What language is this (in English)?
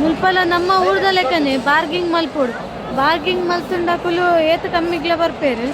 Tulu